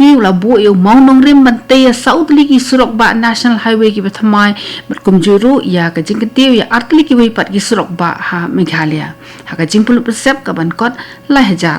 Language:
Khasi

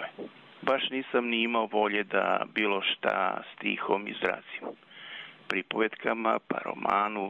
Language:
Serbian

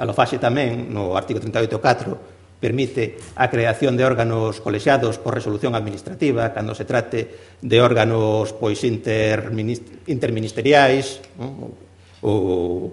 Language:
Galician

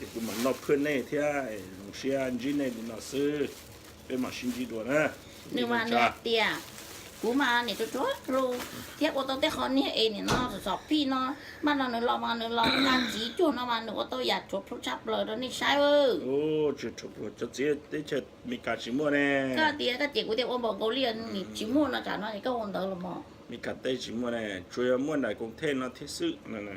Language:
Hmong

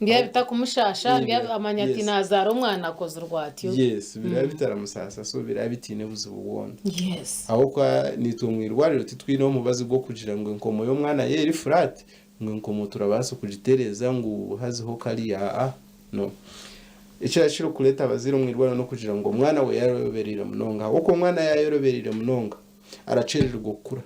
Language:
Nyankole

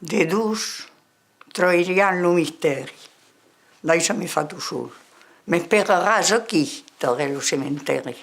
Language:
Occitan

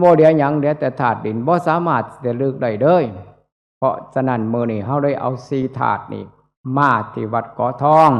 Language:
Northeastern Thai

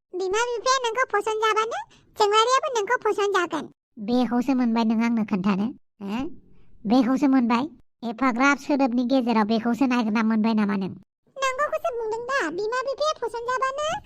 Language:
Bodo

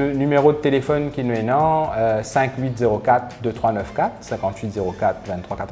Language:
Morisyen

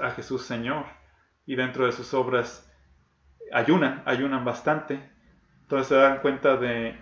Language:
Spanish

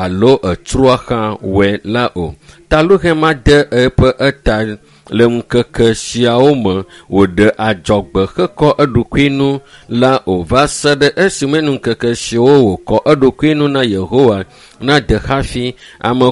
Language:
Ewe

